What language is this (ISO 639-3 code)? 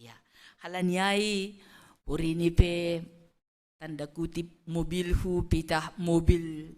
bts